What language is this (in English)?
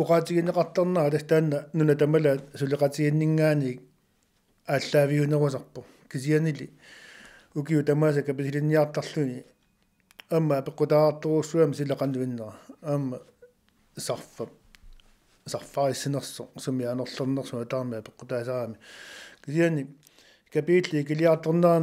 Kalaallisut